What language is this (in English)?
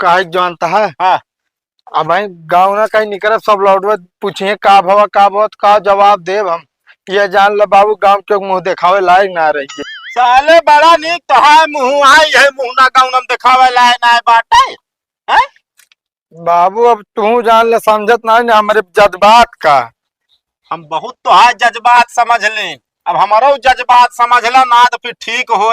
Awadhi